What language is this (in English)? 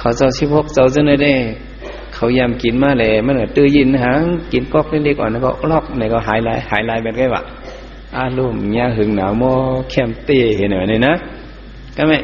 Shan